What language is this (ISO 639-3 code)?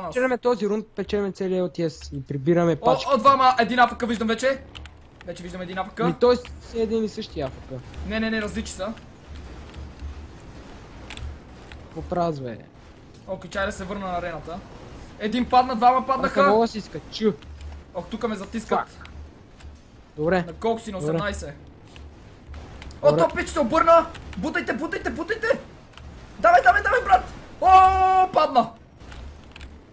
bul